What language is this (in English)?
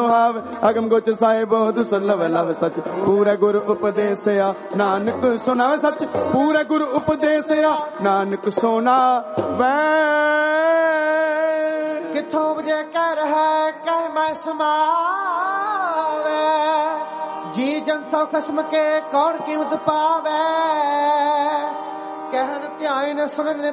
Punjabi